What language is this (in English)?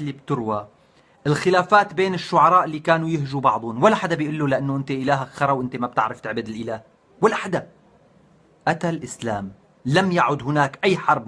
North Levantine Arabic